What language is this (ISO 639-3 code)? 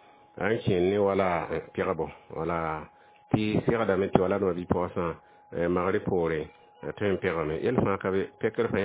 mos